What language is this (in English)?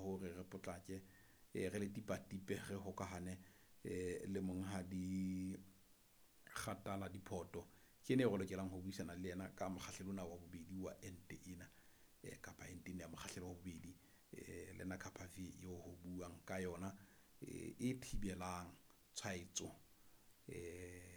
Southern Sotho